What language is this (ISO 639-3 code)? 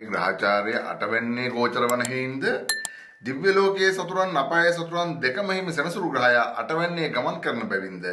sin